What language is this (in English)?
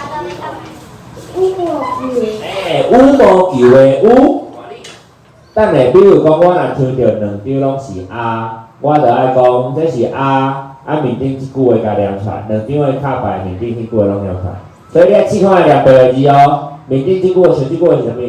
Min Nan Chinese